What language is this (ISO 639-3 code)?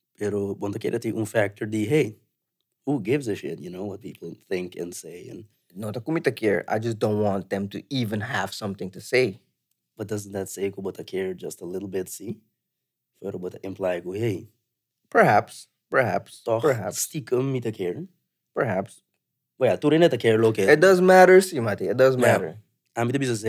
pap